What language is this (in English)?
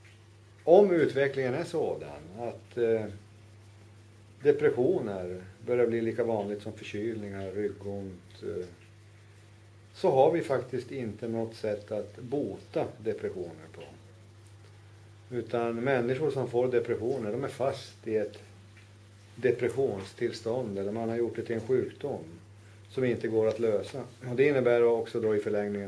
Swedish